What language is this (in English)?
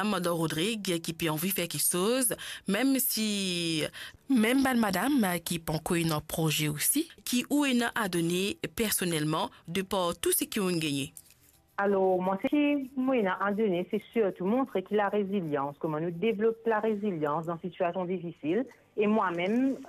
Morisyen